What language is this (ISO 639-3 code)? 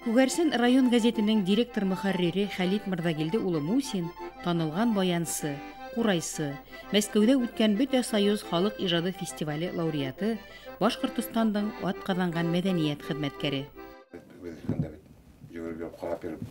bak